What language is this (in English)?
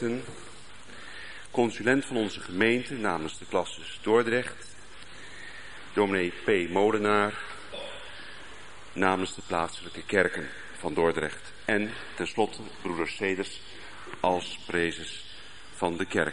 Dutch